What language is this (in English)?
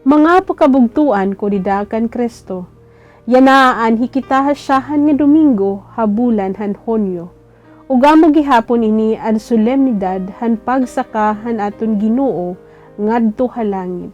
Waray